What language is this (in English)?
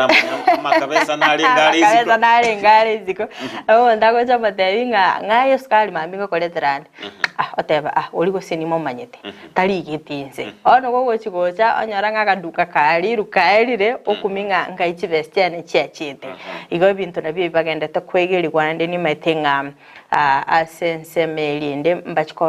Gusii